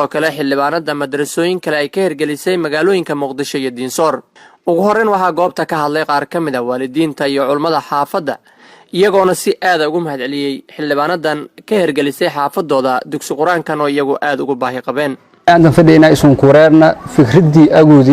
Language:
Somali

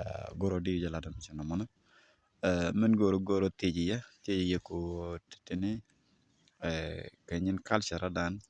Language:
Nuer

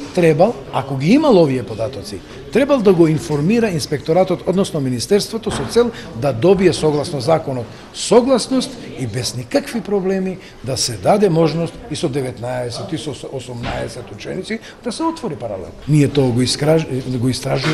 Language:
Macedonian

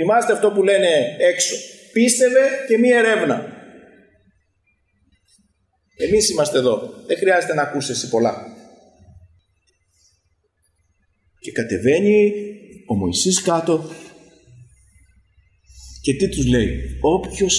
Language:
Greek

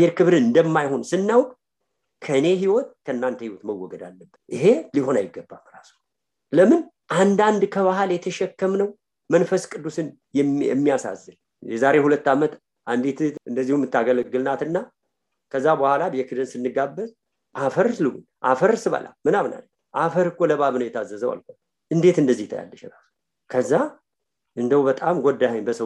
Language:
Amharic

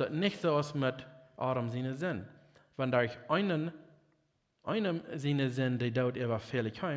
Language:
Plautdietsch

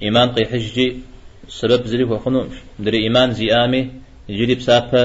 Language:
Kabardian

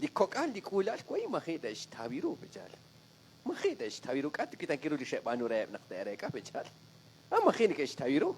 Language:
Kekchí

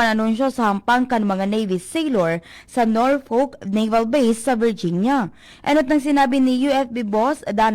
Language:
Bikol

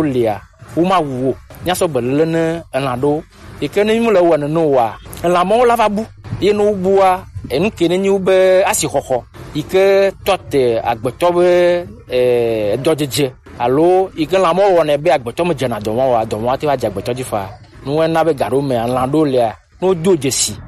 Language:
Gen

